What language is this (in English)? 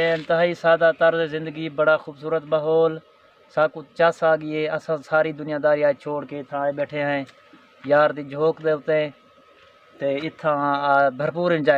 Saraiki